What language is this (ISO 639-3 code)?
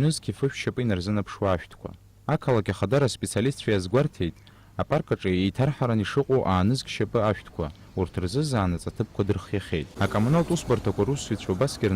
abk